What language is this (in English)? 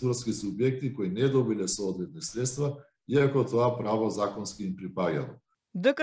Macedonian